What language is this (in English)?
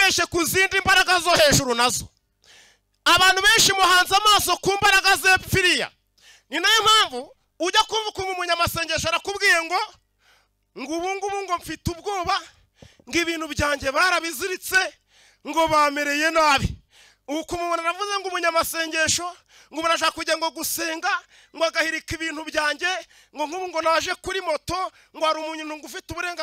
Kinyarwanda